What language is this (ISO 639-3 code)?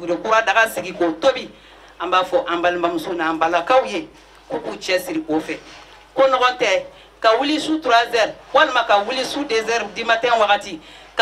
bam